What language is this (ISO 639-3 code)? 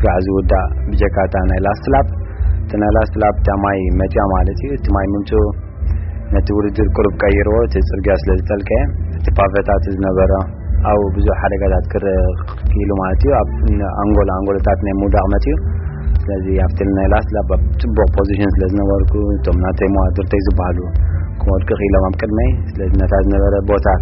tir